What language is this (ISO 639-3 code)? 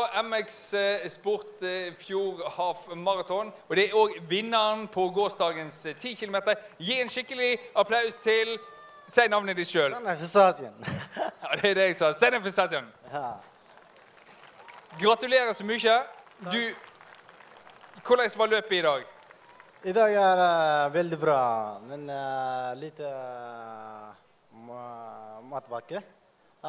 nor